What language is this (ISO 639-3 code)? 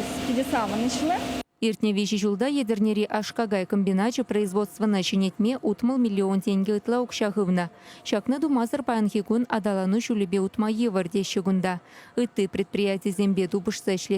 chv